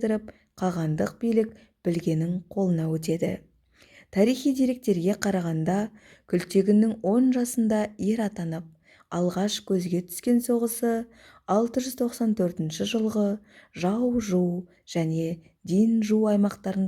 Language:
Kazakh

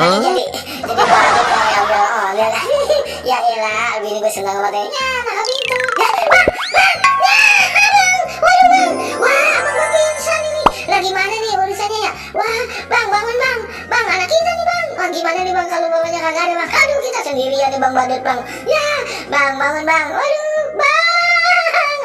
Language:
Betawi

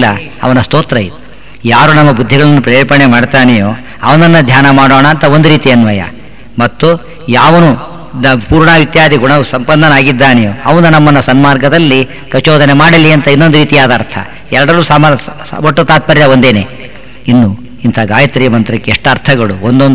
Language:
Kannada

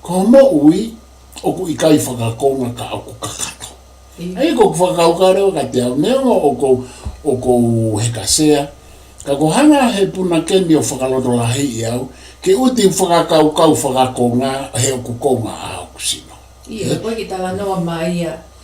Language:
Tongan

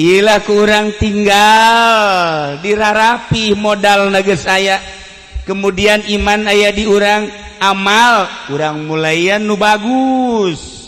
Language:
Sundanese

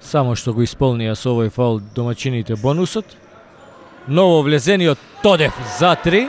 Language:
Macedonian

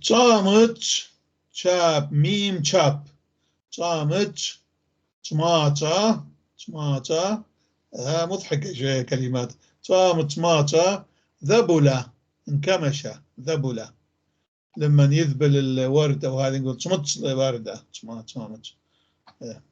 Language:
North Levantine Arabic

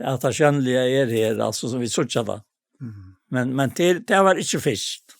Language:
Faroese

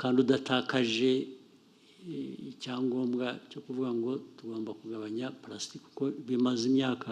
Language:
Kinyarwanda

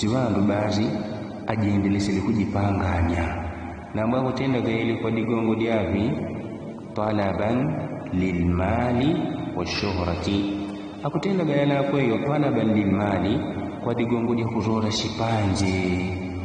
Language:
Yao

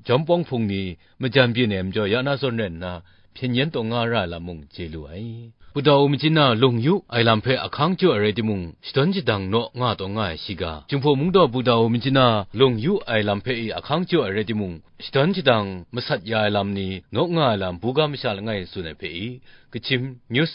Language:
Kachin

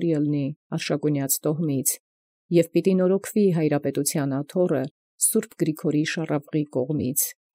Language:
Armenian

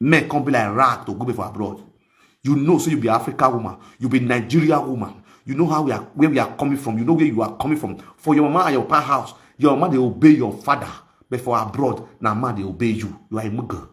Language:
Nigerian Pidgin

